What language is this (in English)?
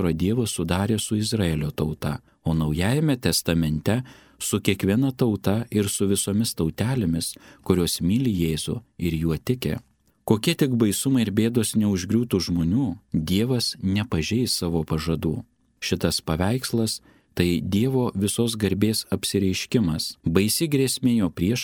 Lithuanian